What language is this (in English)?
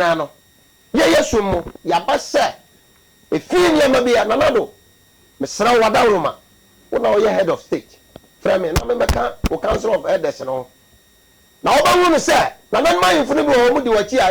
Akan